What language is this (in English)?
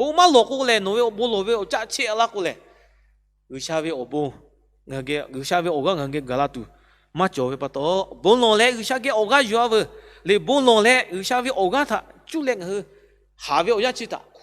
Lahu